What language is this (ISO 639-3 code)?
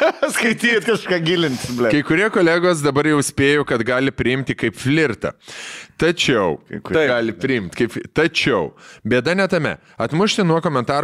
lit